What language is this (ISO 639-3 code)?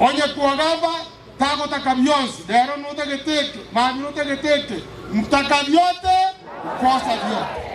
guz